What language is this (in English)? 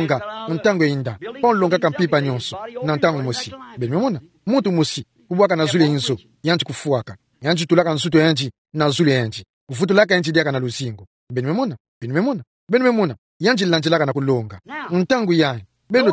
Kituba (Democratic Republic of Congo)